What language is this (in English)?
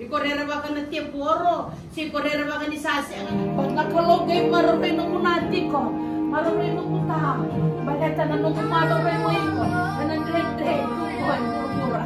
Fijian